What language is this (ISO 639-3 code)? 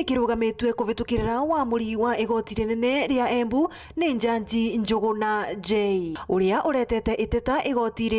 mer